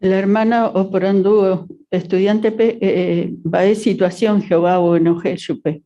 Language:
Guarani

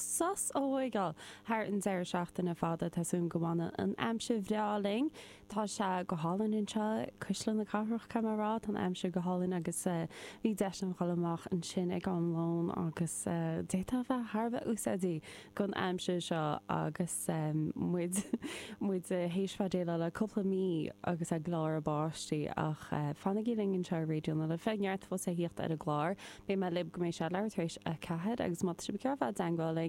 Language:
Irish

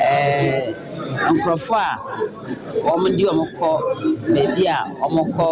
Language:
Akan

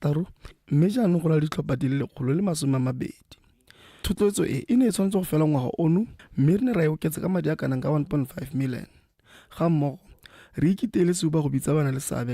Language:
Tswana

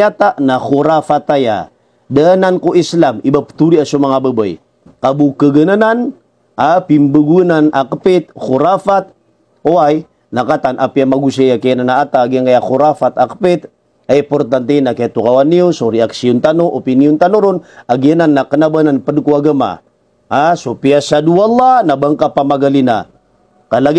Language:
Maranao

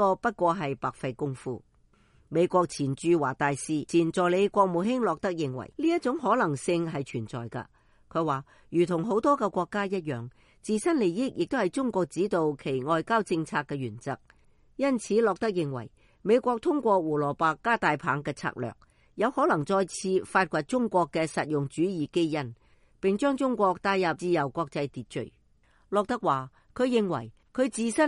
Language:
Cantonese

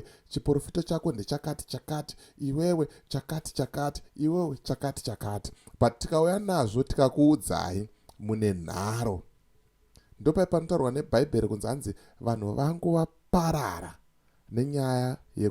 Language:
Shona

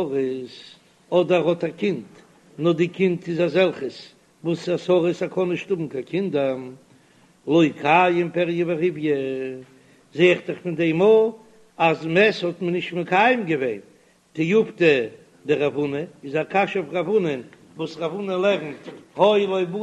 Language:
Yiddish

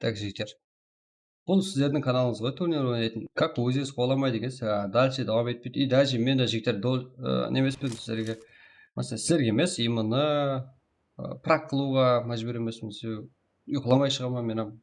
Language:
Kara-Kalpak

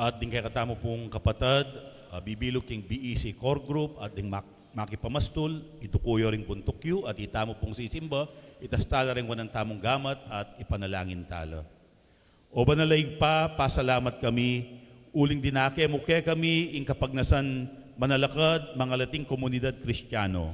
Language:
Pampanga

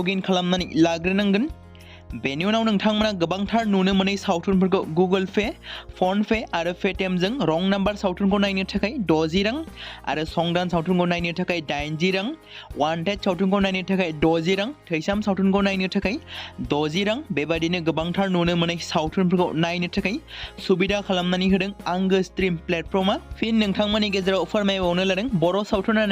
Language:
Bodo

